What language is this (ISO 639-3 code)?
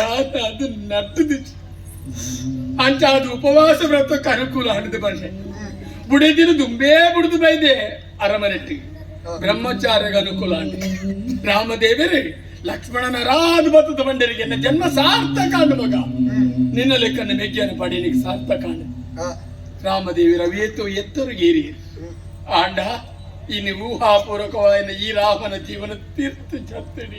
tcy